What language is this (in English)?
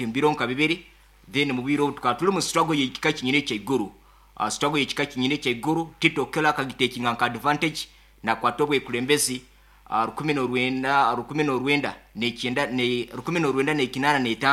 Nyoro